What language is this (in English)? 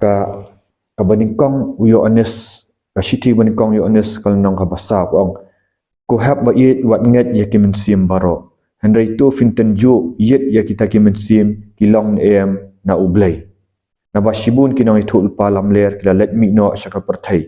Khasi